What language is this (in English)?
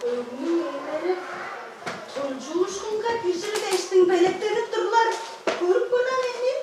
Tuvinian